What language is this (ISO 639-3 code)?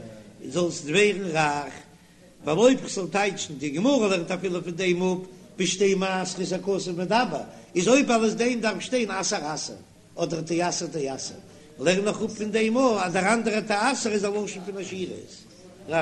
yid